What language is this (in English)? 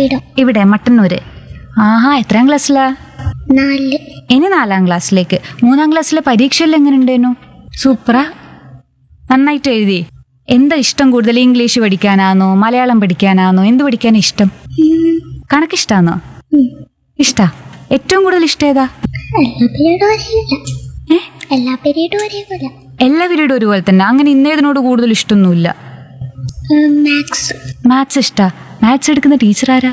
Malayalam